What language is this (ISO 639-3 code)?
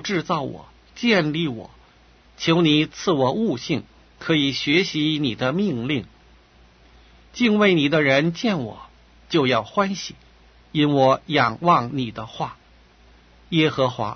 zho